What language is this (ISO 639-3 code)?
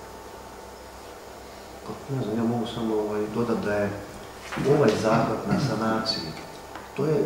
hrv